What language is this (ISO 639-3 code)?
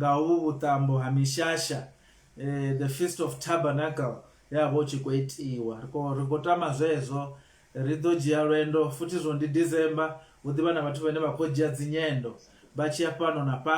ven